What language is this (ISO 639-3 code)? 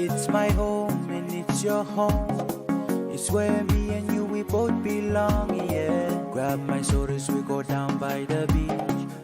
pon